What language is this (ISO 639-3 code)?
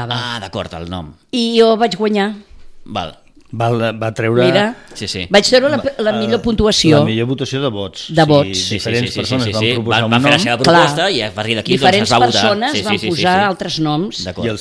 cat